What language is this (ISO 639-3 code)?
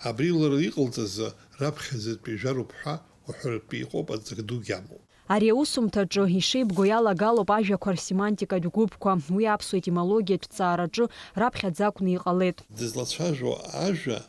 abk